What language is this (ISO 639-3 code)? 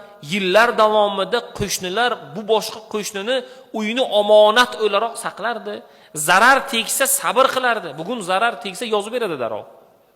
uzb